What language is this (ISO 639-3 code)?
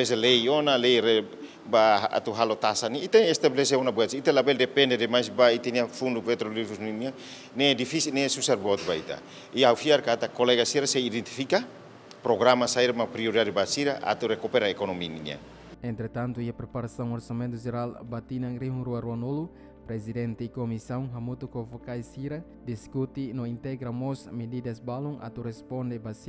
tet